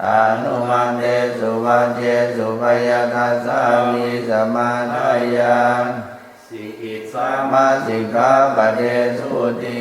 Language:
Pali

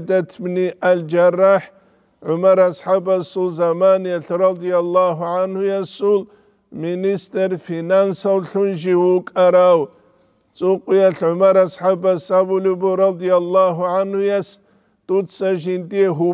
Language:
Avaric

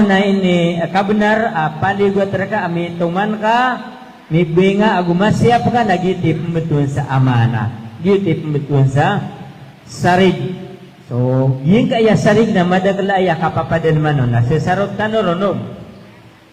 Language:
Maranao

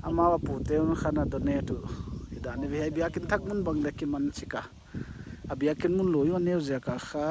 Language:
Paite Chin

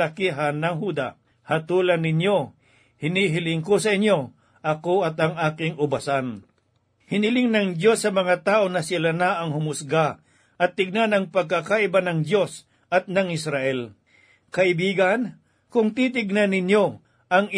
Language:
Filipino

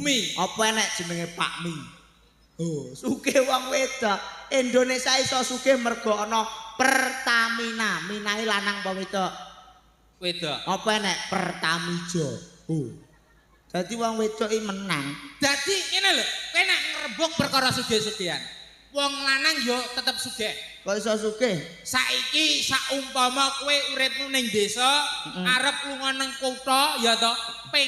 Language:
Javanese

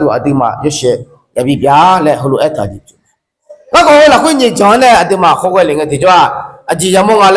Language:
Akha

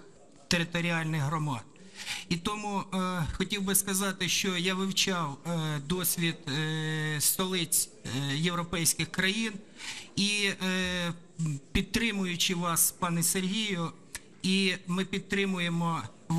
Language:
Ukrainian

